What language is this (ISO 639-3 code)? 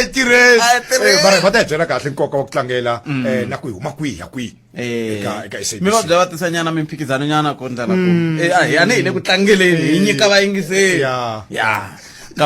tso